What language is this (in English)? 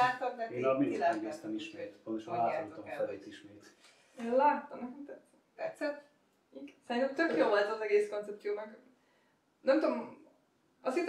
Hungarian